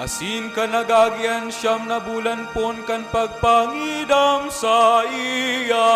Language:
Bikol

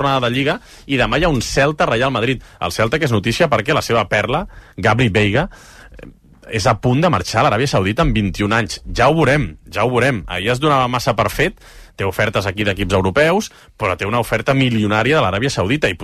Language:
Catalan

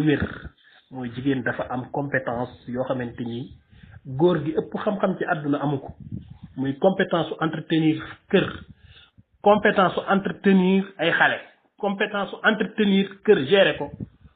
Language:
Wolof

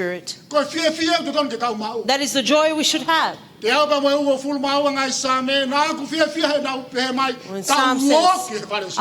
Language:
Tongan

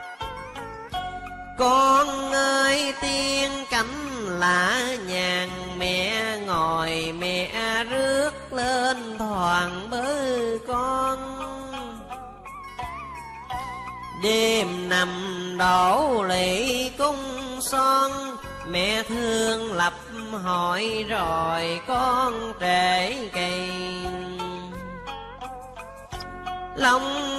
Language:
Vietnamese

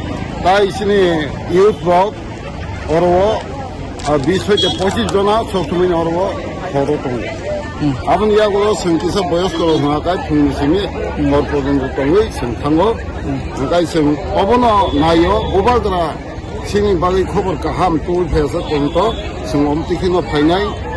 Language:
Riang (India)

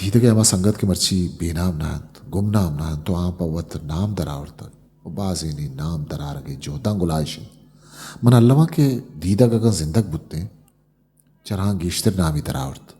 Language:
Eastern Balochi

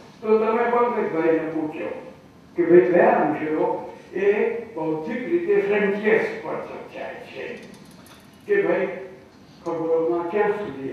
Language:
Gujarati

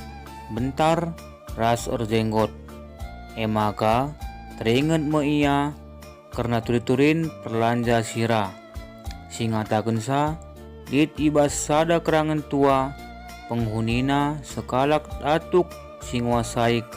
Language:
Batak Karo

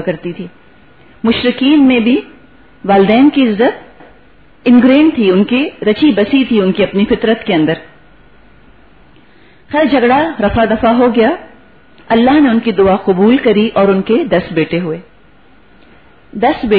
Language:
Urdu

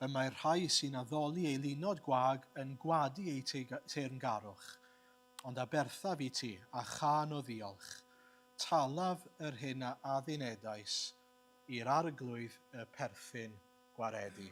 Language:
Welsh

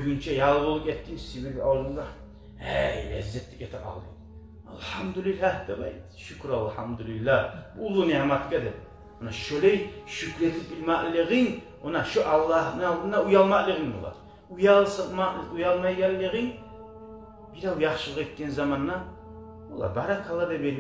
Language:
Kumyk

